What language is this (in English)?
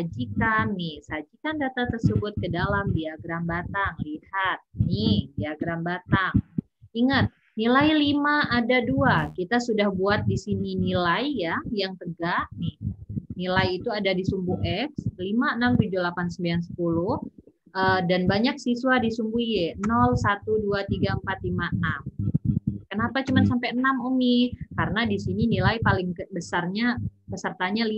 Indonesian